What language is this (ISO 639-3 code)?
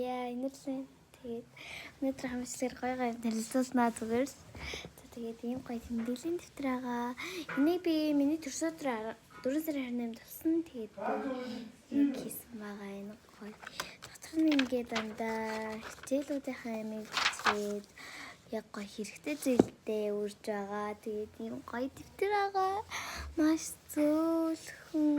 mon